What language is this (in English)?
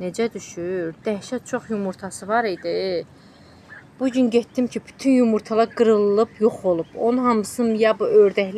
Azerbaijani